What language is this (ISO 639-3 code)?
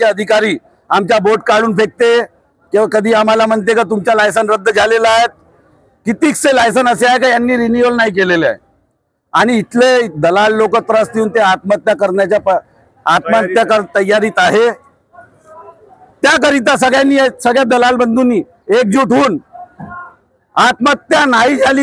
mar